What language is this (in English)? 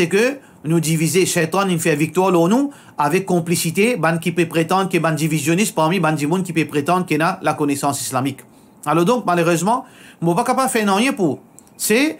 Morisyen